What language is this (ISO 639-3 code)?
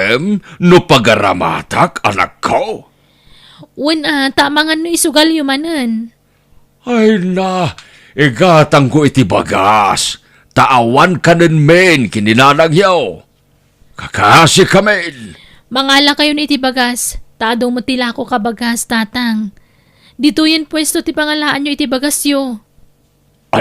ilo